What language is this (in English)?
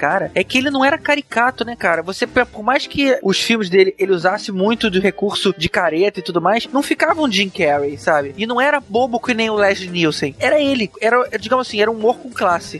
Portuguese